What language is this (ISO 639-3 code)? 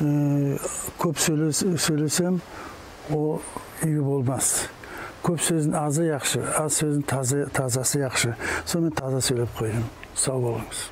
nog